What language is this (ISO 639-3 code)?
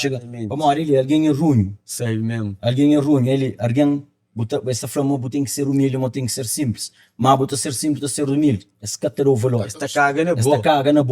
kea